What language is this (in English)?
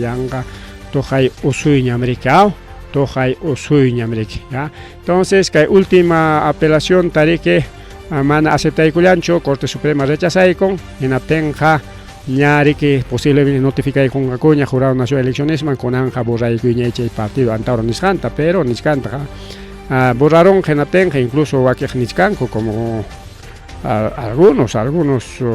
Ayacucho Quechua